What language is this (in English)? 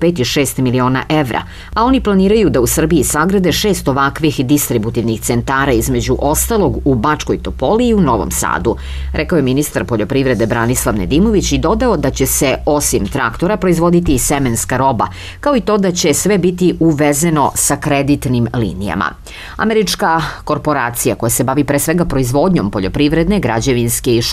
Serbian